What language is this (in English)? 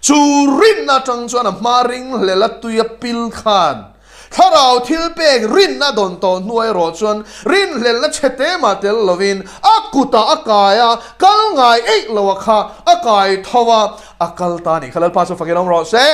Mizo